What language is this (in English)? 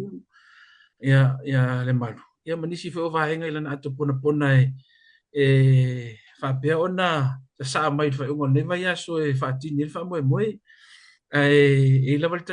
Samoan